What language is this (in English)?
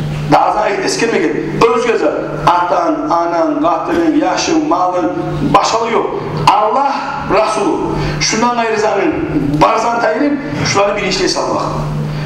Kumyk